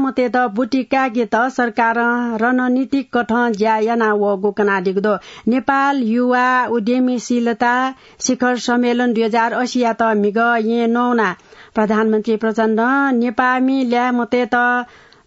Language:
Newari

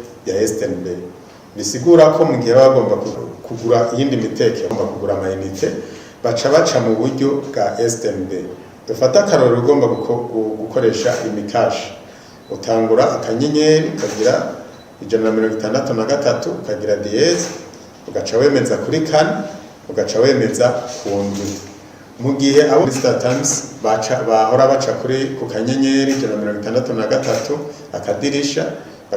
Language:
Rundi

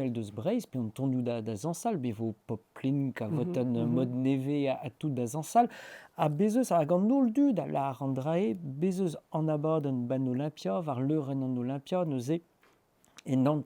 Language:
Breton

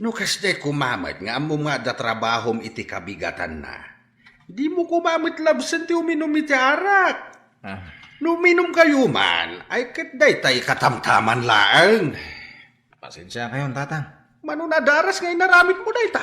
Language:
Iloko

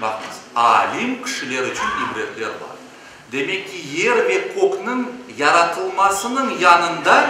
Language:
Crimean Tatar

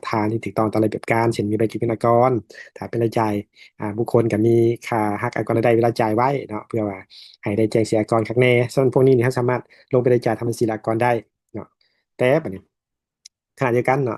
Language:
Lao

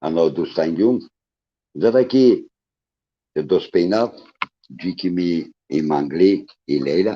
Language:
Balkan Romani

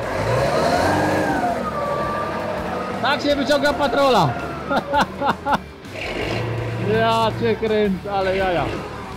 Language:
Polish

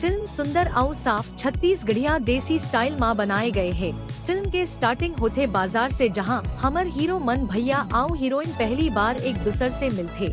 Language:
Chhattisgarhi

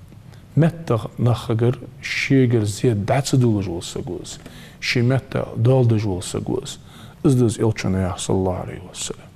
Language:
Ingush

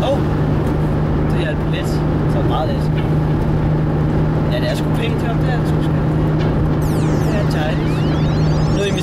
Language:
Danish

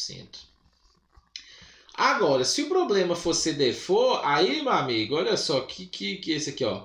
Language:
Portuguese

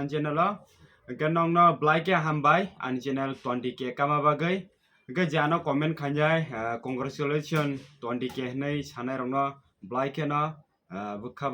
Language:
Kok Borok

